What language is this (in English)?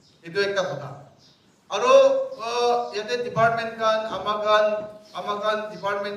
Naga Pidgin